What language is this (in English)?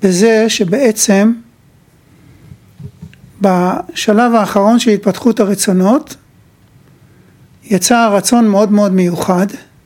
Hebrew